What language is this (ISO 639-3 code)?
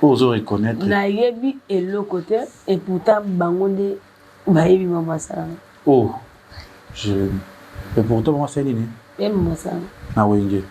lin